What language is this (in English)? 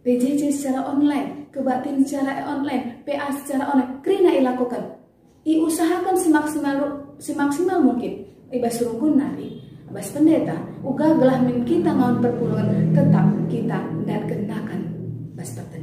Batak Karo